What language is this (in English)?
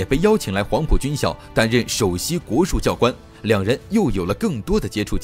Chinese